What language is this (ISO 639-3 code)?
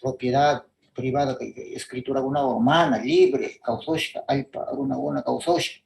qvz